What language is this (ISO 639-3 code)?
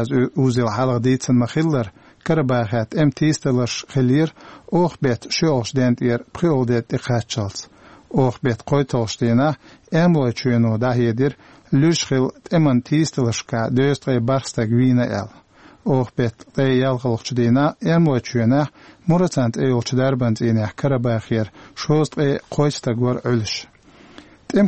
che